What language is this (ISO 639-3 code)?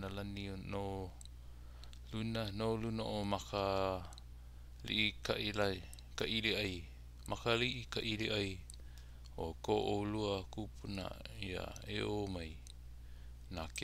haw